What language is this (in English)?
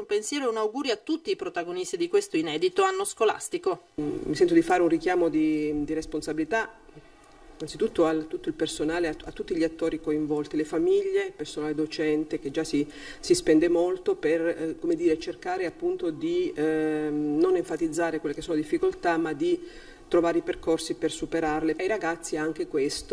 Italian